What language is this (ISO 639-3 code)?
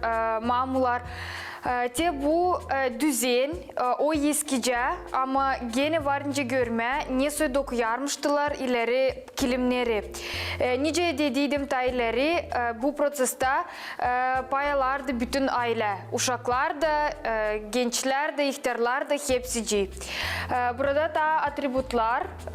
gag